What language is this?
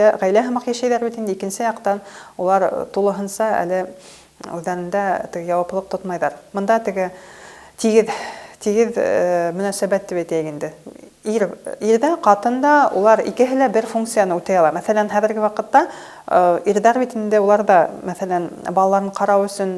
Bashkir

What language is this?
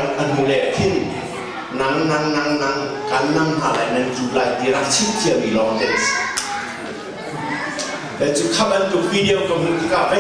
Hakha Chin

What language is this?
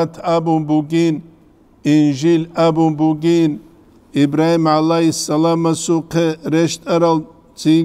Avaric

